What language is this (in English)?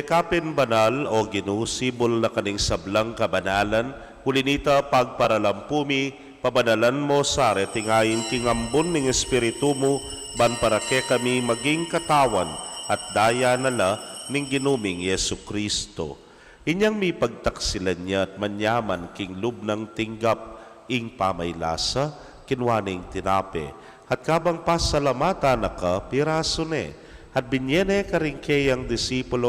Pampanga